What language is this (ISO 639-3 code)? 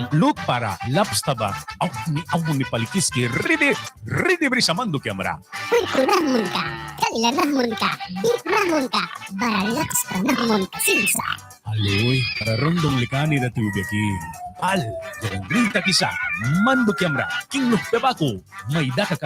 miq